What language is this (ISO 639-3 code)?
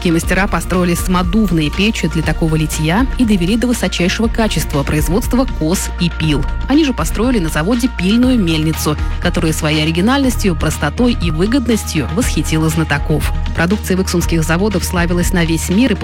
rus